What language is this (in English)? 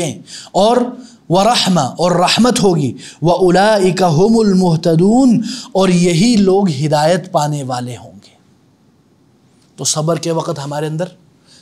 Urdu